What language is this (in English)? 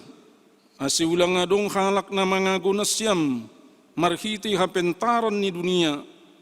Batak Simalungun